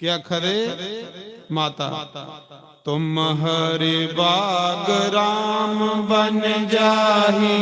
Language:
Dogri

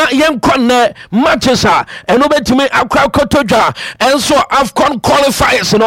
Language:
Akan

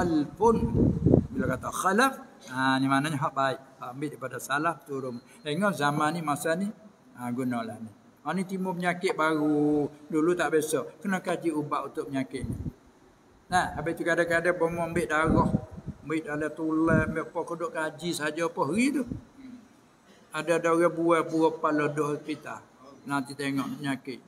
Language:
Malay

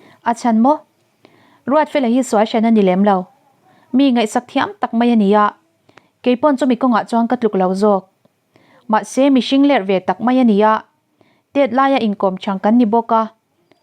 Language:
Mizo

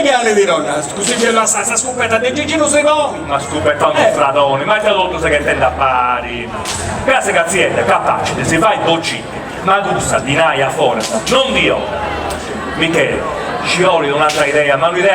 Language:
Sardinian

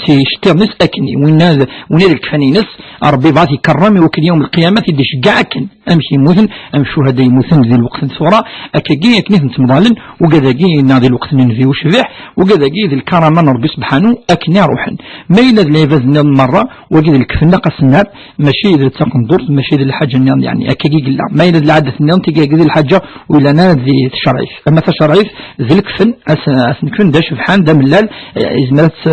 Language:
Kabyle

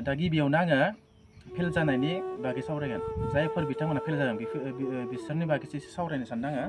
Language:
Bodo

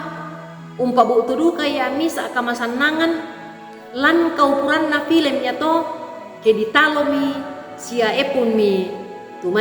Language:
Toraja-Sa'dan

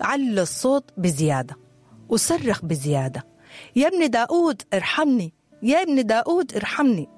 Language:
Sudanese Arabic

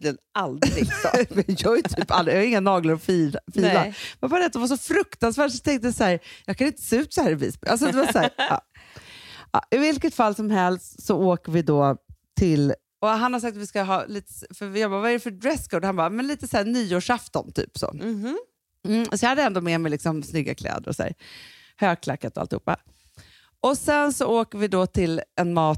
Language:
Swedish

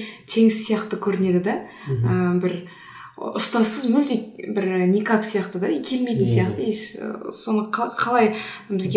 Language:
Kazakh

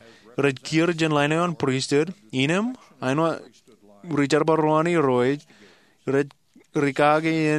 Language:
Marshallese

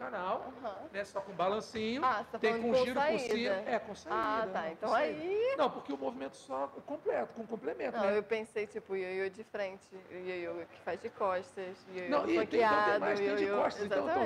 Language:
Portuguese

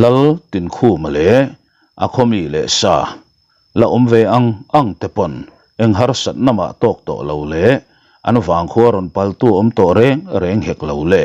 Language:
Mizo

